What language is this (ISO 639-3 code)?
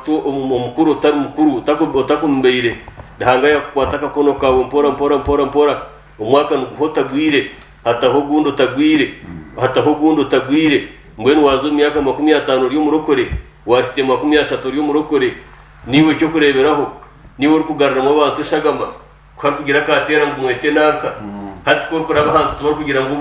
nyn